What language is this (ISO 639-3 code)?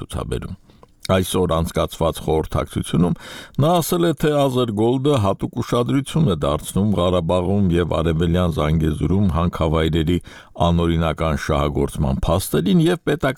hye